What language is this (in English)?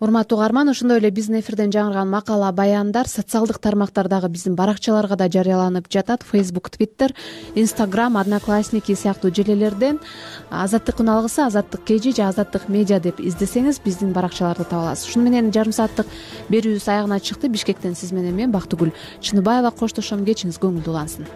Kyrgyz